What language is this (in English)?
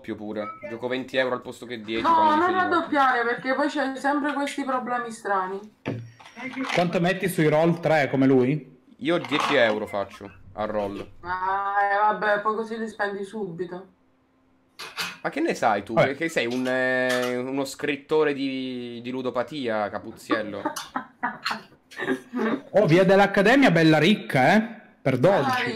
Italian